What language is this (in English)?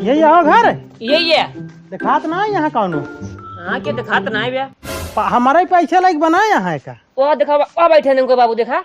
Awadhi